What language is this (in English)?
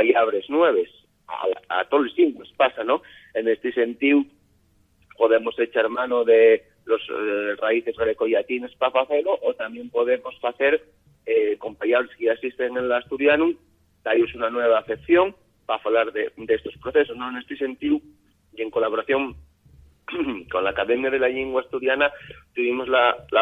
Asturian